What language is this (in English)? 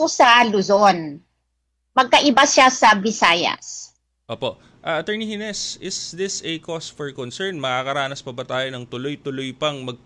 Filipino